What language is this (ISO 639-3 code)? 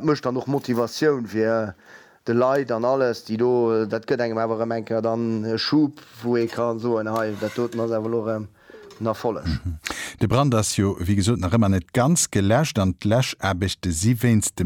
ltz